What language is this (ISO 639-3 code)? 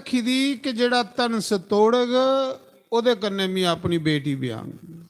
doi